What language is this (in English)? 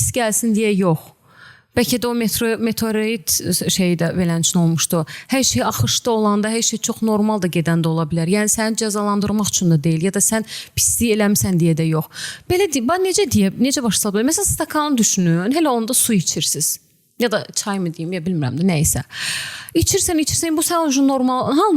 Azerbaijani